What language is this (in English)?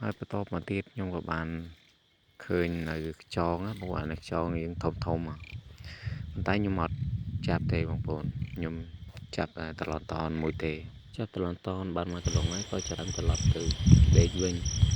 Khmer